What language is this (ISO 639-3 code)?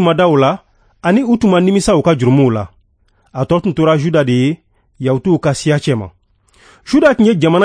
bam